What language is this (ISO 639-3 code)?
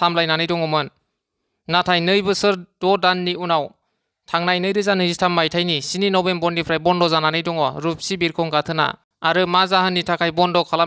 brx